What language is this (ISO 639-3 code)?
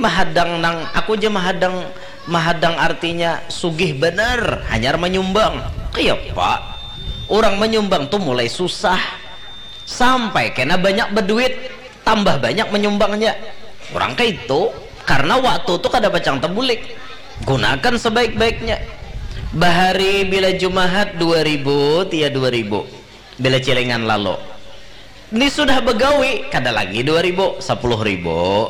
bjn